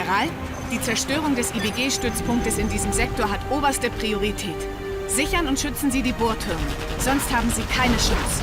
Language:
Bavarian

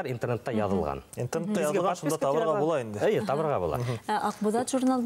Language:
Bashkir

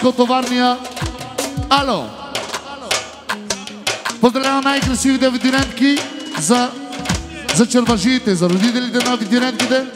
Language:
Bulgarian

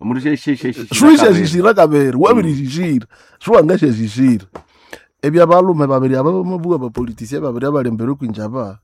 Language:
Nande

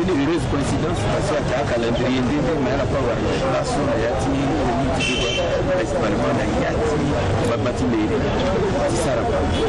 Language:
Sango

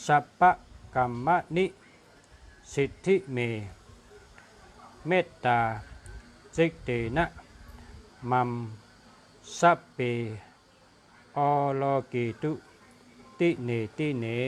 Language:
Shan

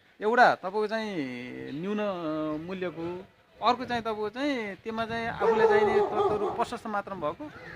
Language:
Nepali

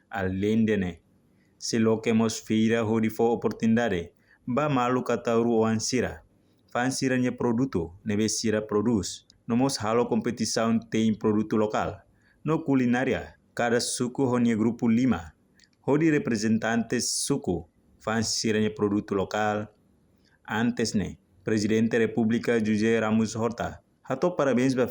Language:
Tetum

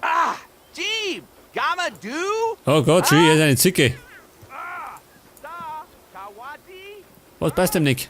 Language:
Bavarian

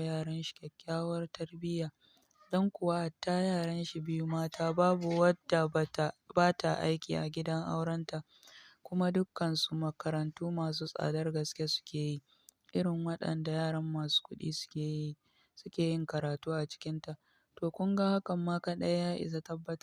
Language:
Hausa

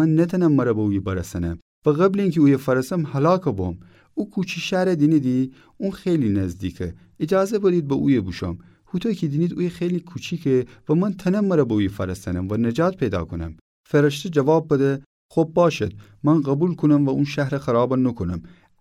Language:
Gilaki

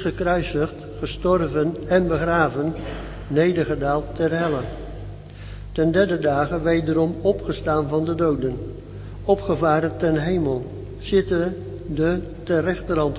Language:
Dutch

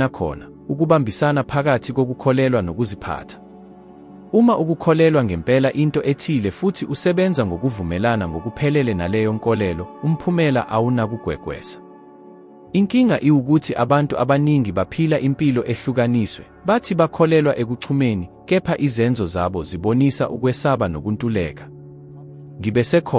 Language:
Zulu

